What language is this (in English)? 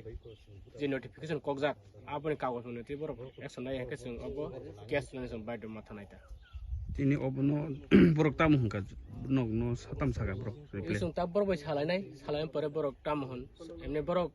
Kok Borok